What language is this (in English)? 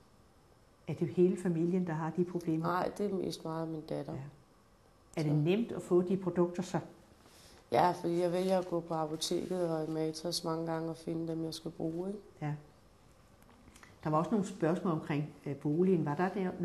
Danish